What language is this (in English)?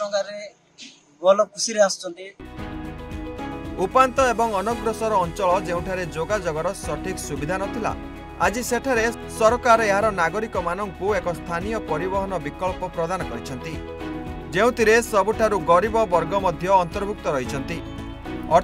Odia